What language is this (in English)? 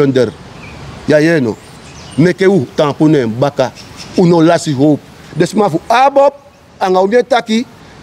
Sranan Tongo